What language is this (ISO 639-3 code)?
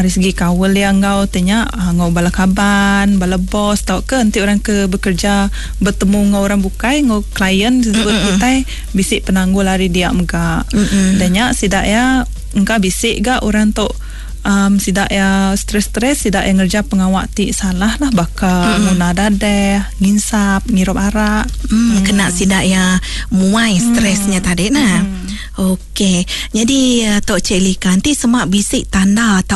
iba